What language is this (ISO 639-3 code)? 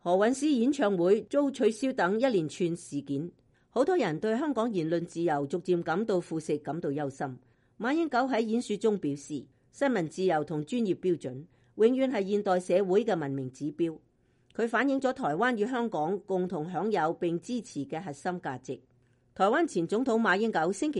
yue